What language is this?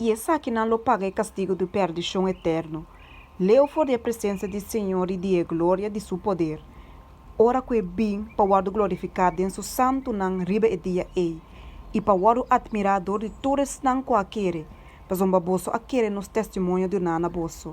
Papiamento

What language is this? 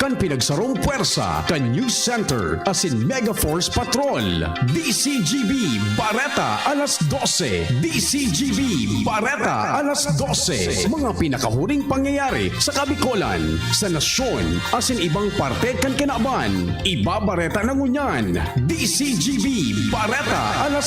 Bikol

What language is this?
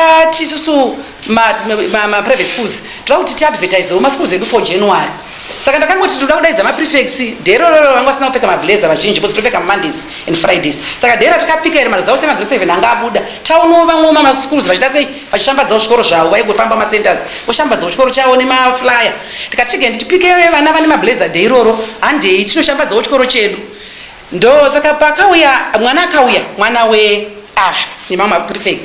Shona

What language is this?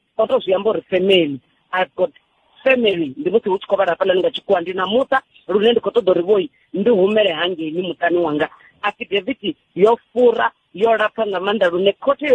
Venda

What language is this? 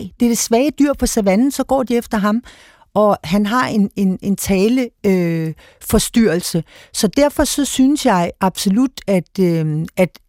Danish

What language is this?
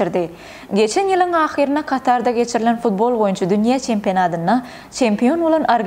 Turkmen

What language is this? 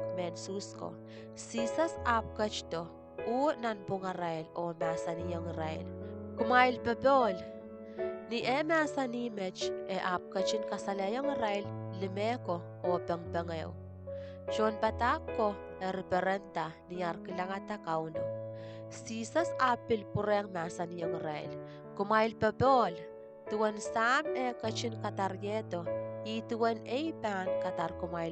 Pohnpeian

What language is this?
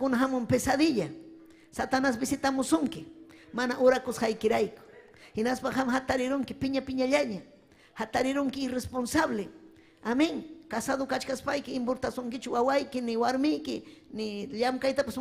Ayacucho Quechua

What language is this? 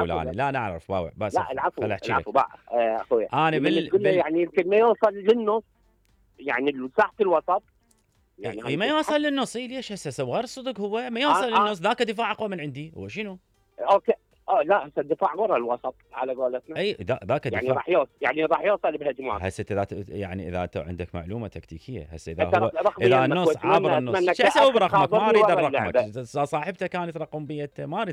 Mesopotamian Arabic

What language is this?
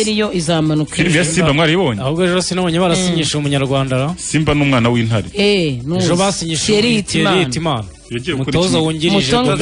Kinyarwanda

